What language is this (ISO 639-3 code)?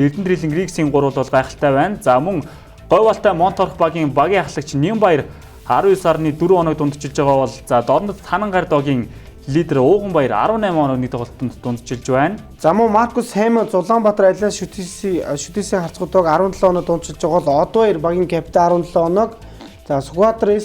mon